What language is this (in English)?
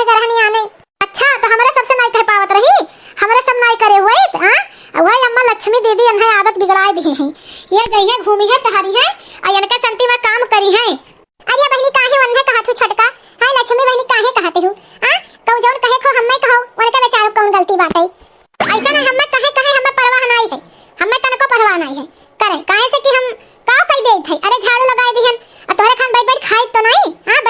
Awadhi